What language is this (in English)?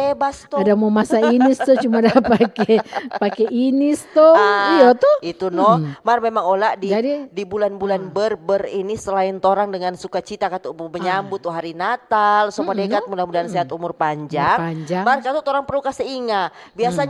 Manado Malay